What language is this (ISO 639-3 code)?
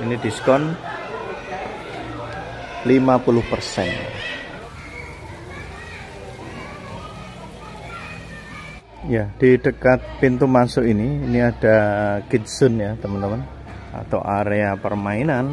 ind